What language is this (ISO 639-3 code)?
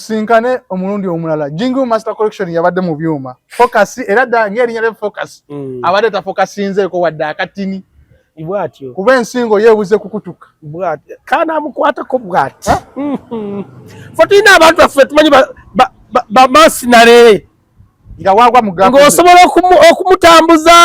lug